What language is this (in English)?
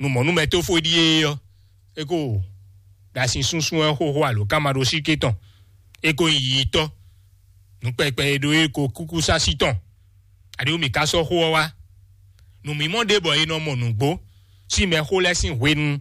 Fon